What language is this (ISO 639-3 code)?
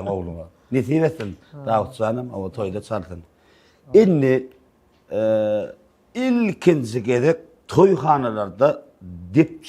tuk